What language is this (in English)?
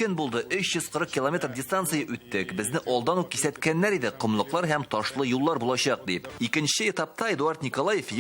Tatar